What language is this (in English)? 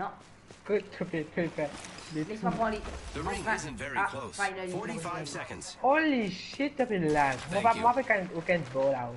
Morisyen